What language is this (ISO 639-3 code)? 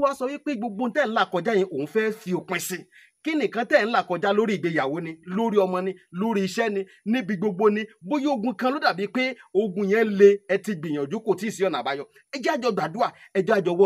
yor